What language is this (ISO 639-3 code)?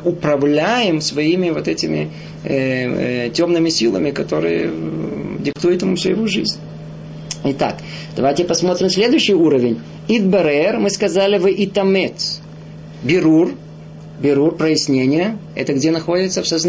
rus